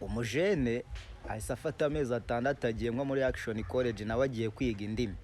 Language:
Kinyarwanda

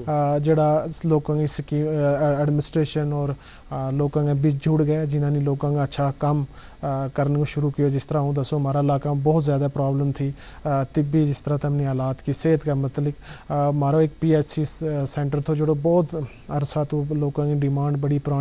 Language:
Gujari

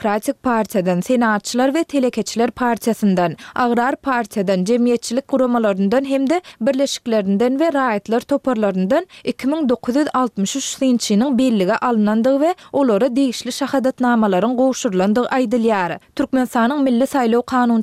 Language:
Turkmen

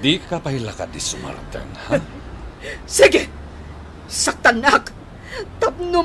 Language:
Iloko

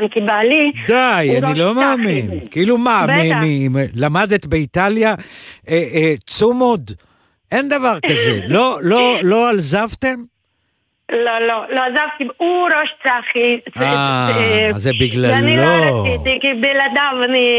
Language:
Hebrew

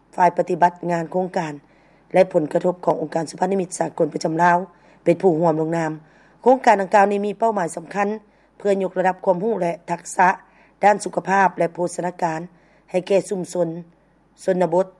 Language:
Lao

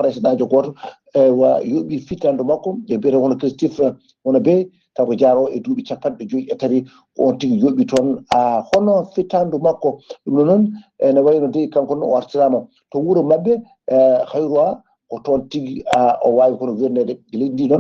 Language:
Fula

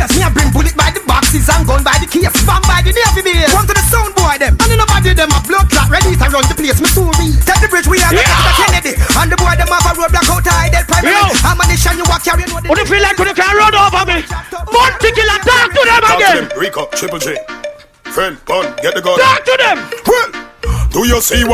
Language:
Jamaican Creole English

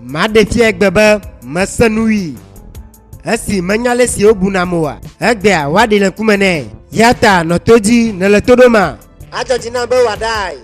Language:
Ewe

